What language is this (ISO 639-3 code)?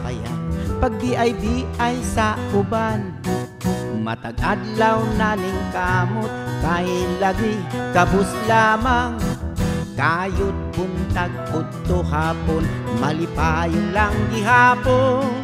ceb